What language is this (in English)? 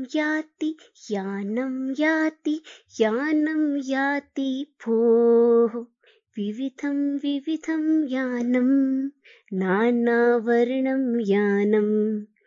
Sanskrit